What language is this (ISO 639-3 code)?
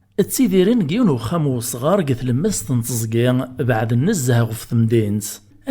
kab